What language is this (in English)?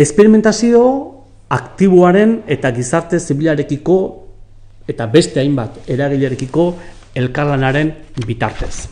Basque